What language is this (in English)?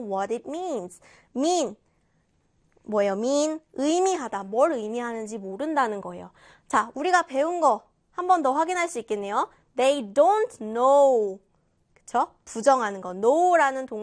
Korean